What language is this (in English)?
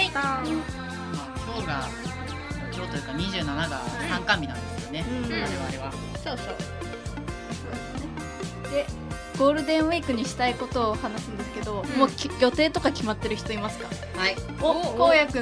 Japanese